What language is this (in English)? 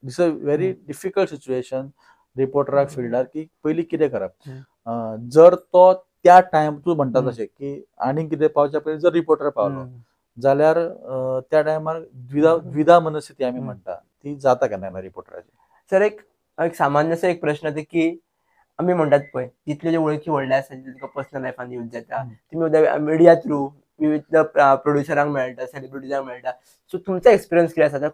Konkani